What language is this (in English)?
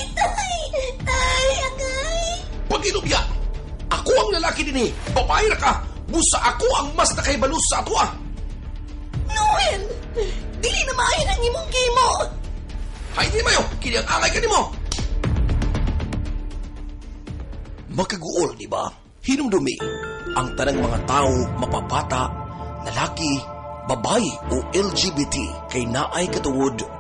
Cebuano